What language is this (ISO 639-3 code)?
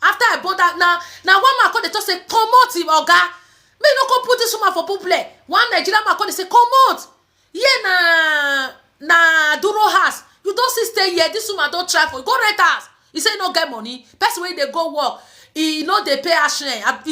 pcm